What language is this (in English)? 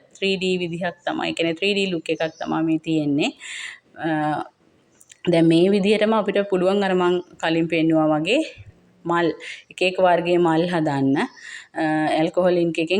Sinhala